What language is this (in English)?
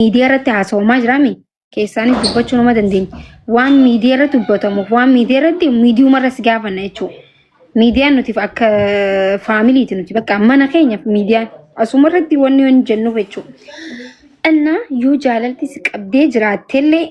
Oromo